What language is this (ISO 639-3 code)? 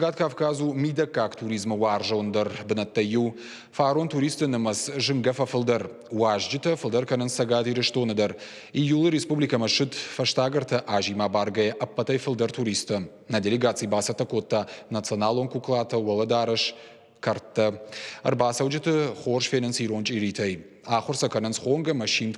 oss